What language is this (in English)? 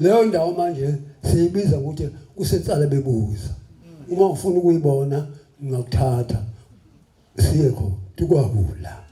Zulu